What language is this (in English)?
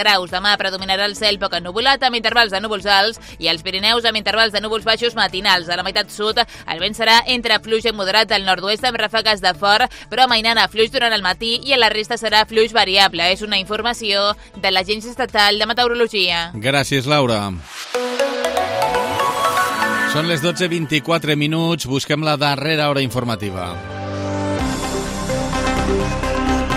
Catalan